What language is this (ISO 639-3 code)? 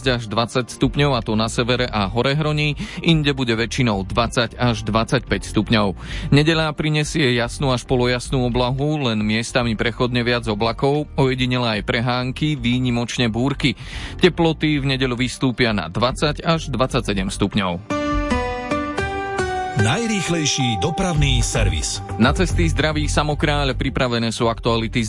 slk